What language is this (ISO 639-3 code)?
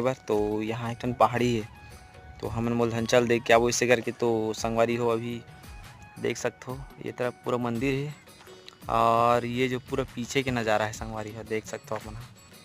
hne